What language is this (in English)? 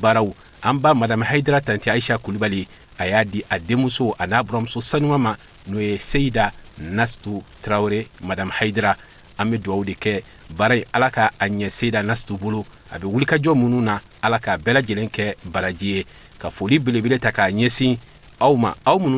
Bambara